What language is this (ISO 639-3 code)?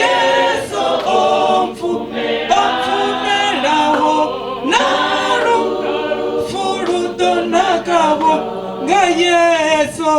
ven